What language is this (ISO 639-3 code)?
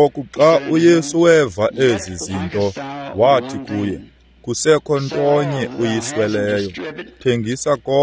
xho